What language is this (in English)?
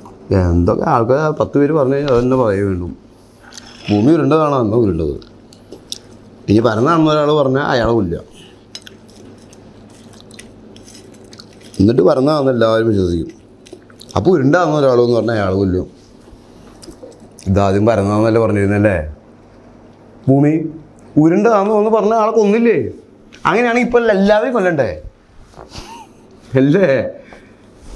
Malayalam